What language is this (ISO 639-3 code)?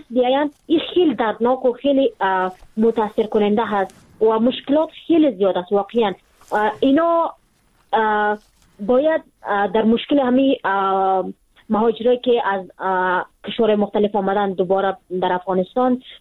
fas